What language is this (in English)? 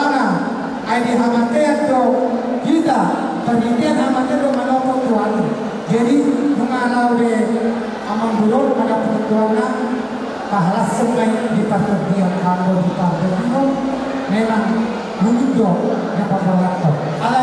Batak Toba